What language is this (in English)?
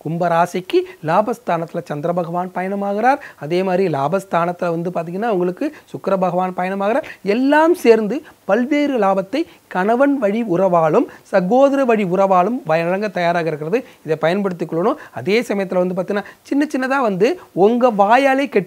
Tamil